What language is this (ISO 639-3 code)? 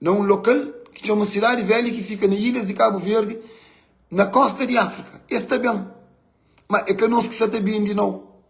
kea